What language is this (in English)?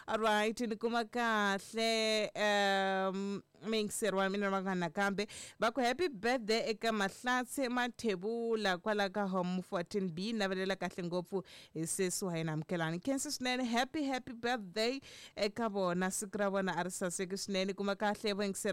Tsonga